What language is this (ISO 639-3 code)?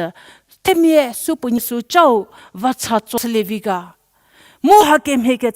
njm